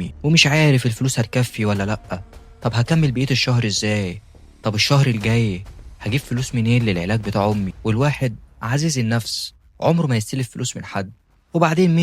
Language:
Egyptian Arabic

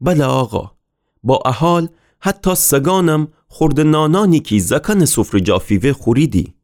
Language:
Gilaki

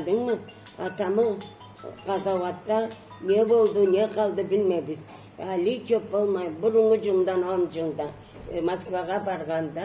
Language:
Karachay-Balkar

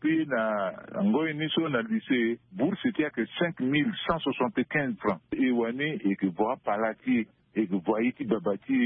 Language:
Sango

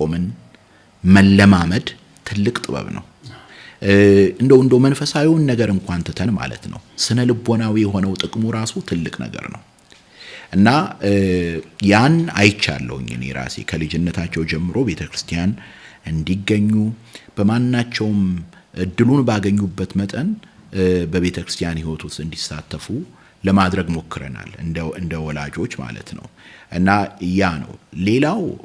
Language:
Amharic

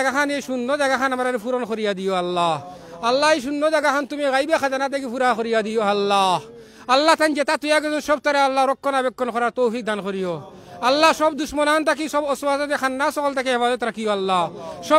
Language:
Sylheti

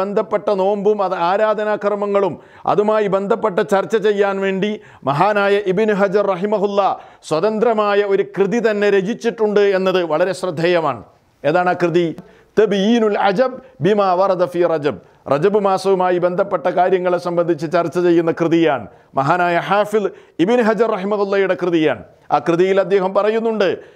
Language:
Malayalam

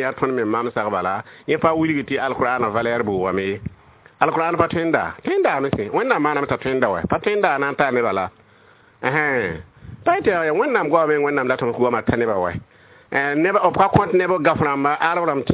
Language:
Mossi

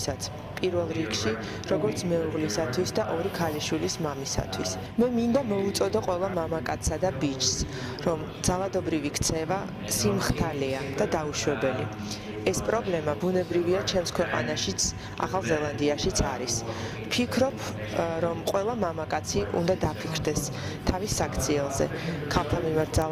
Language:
Georgian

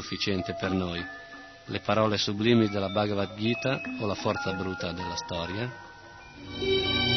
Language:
Italian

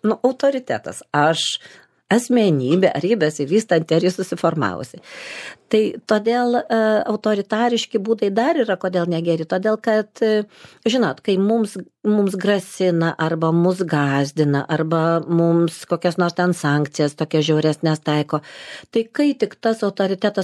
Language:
Lithuanian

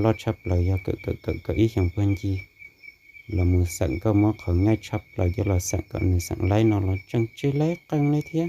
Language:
Hmong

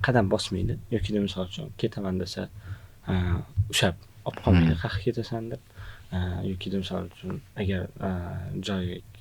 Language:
Uzbek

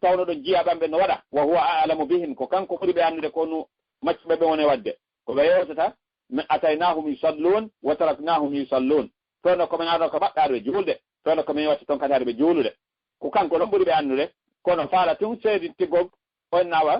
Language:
Fula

